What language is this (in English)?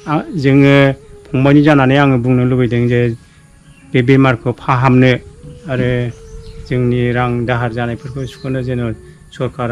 Bodo